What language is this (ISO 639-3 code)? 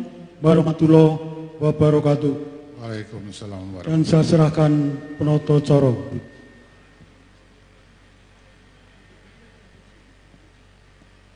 ind